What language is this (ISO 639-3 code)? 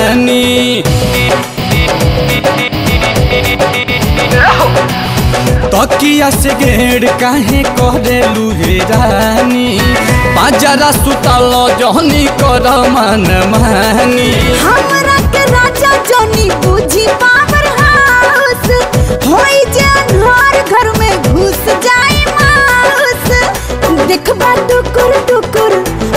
bho